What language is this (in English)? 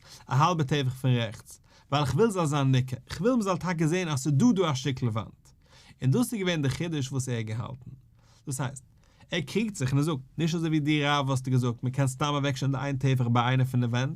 Yiddish